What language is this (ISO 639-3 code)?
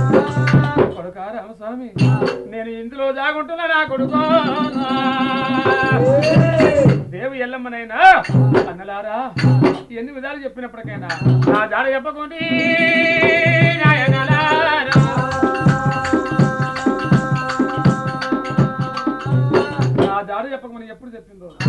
tel